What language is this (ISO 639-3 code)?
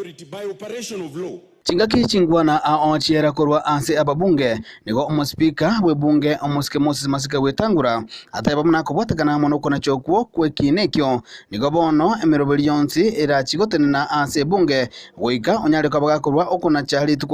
guz